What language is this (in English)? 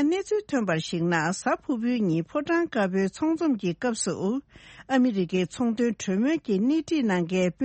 Tibetan